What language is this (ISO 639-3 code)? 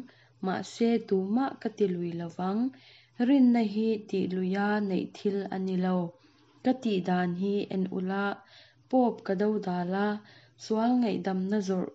lus